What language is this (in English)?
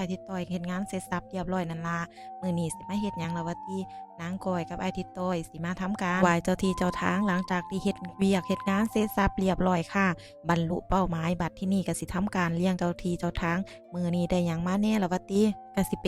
Northeastern Thai